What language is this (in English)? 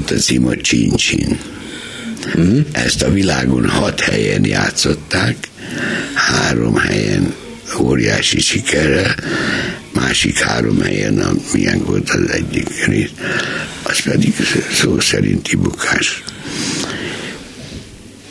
Hungarian